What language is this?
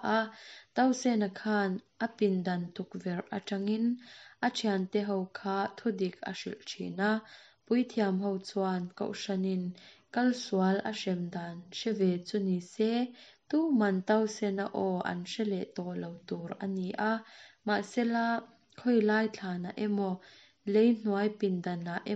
Mizo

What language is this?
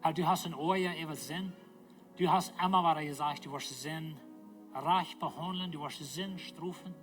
Plautdietsch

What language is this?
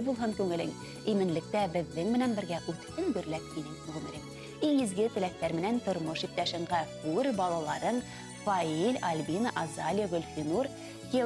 Bashkir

